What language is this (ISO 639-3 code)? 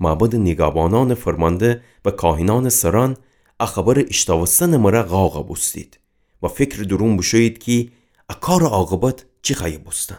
glk